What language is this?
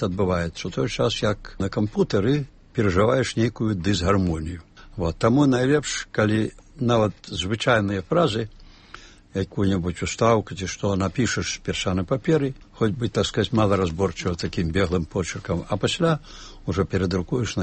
Belarusian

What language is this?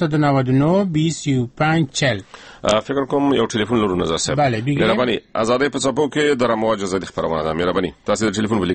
Persian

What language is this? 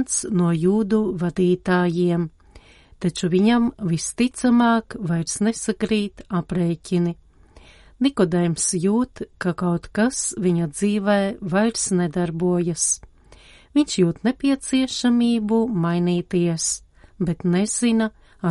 Latvian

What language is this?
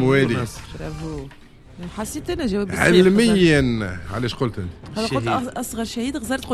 Tunisian Arabic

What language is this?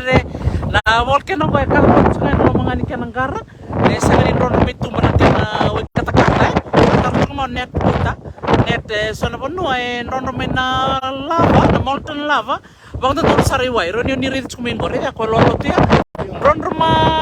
Fijian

